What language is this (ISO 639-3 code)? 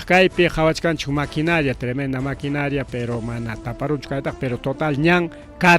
quy